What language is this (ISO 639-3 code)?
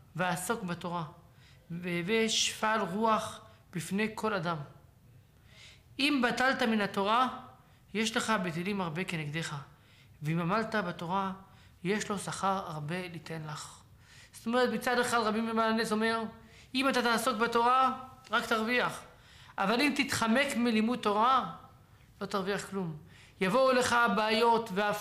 heb